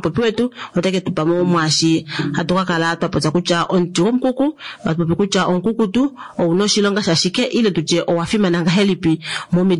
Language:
Kuanyama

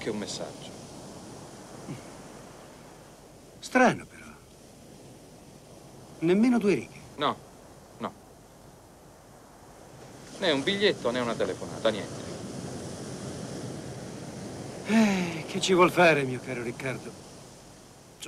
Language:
Italian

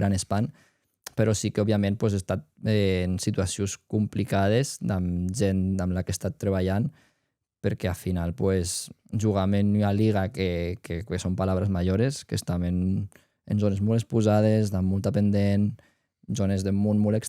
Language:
Occitan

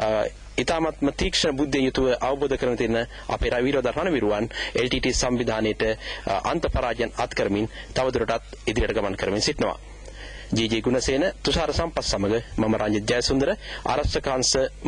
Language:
Sinhala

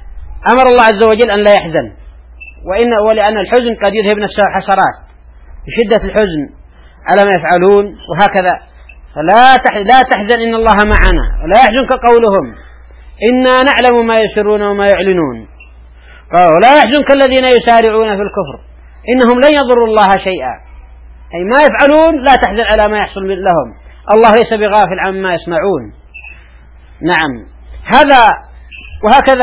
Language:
Arabic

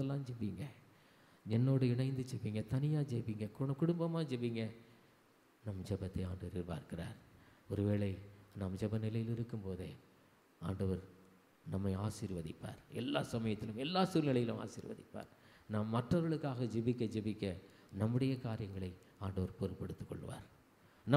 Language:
Tamil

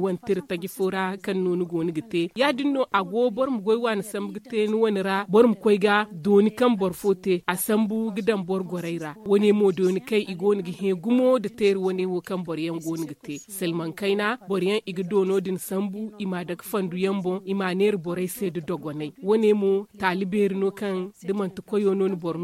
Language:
Zarma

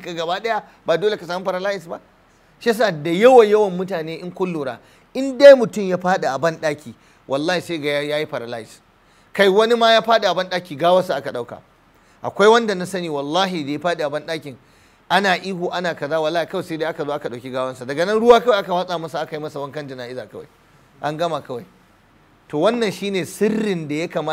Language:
Hausa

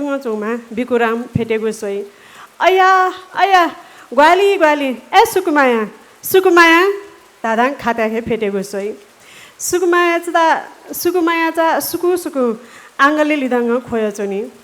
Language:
Newari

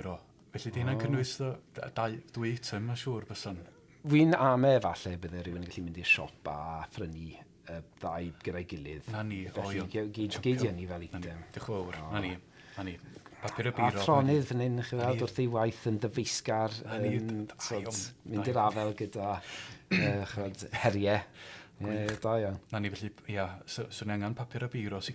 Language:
Welsh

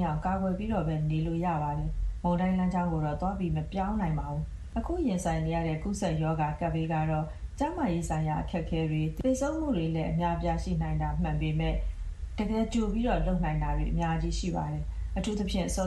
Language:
Burmese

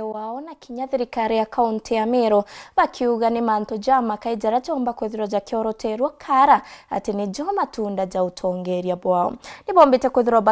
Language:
Meru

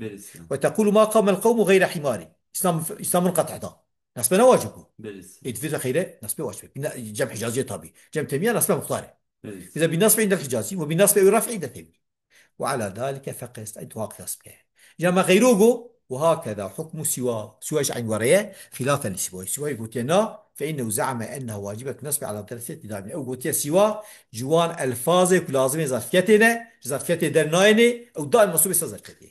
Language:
Kurdish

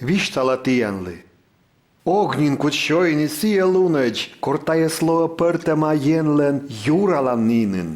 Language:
Komi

